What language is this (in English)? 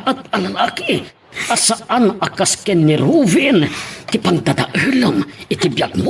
Iloko